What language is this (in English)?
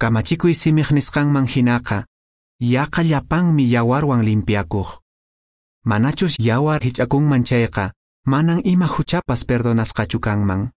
Quechua